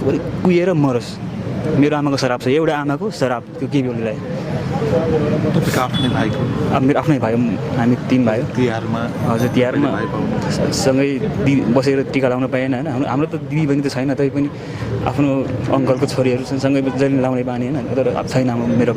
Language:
Nepali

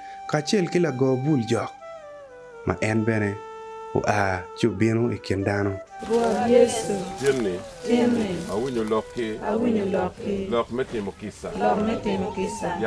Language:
Acoli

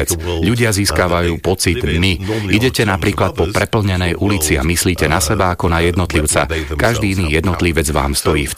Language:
Slovak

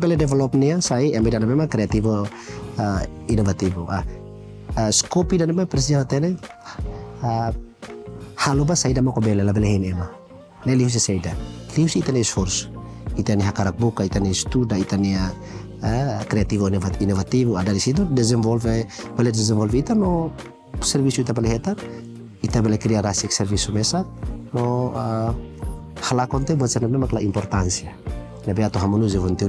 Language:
Tetum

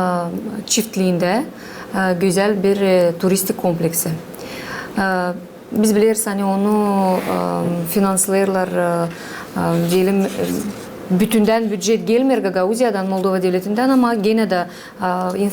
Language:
Gagauz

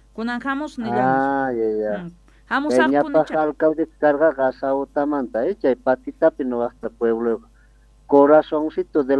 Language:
Quechua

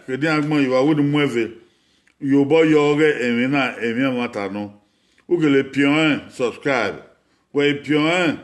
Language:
Bini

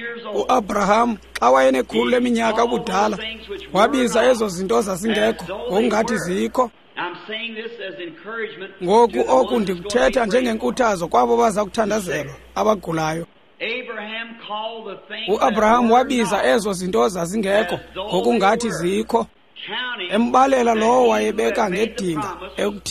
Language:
Xhosa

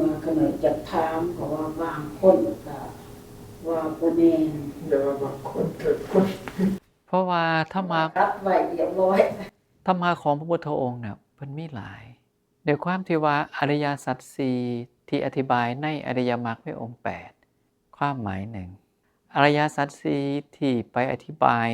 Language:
Northeastern Thai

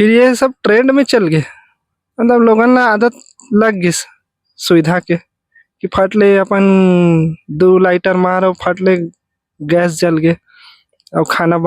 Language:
Chhattisgarhi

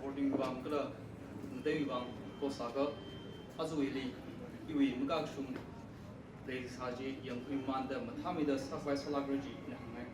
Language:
Tangkhul Naga (India)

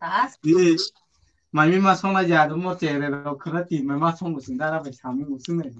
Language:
Kok Borok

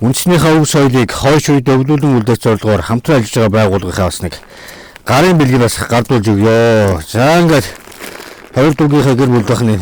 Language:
Mongolian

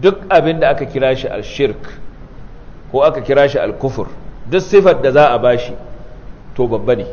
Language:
Hausa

